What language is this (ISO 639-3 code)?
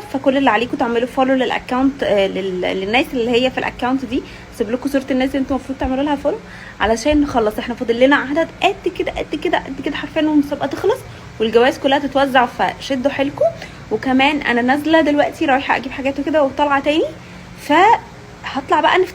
arz